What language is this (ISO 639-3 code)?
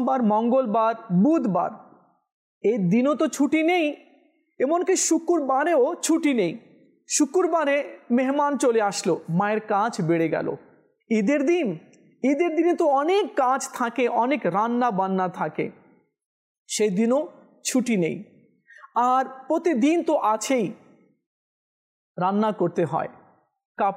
ben